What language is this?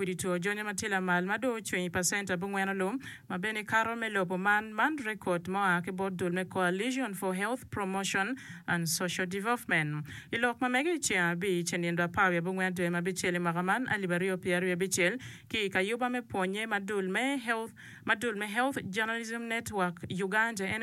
Acoli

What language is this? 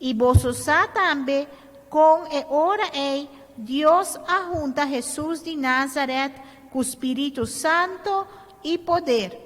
Papiamento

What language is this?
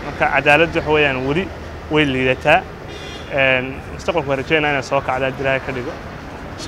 Somali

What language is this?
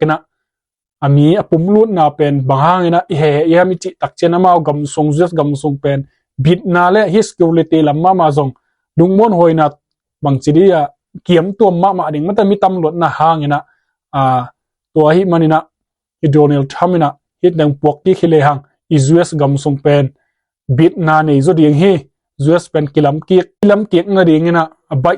Tedim Chin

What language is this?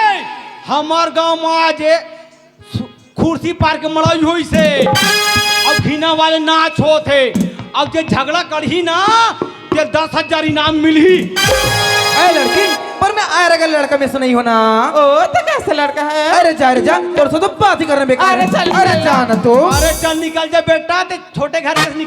Chhattisgarhi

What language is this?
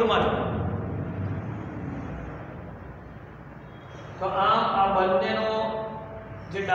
Gujarati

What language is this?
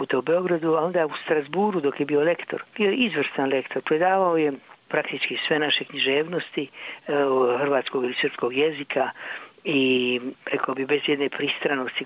Croatian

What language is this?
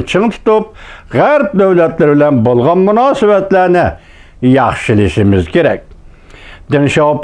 Uyghur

